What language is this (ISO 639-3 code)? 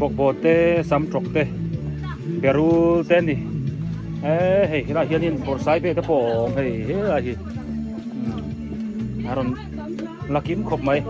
biu